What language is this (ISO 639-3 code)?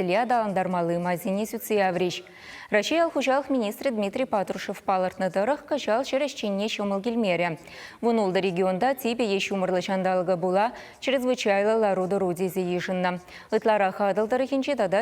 chv